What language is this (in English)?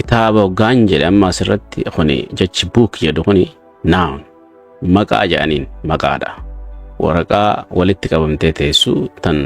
Oromo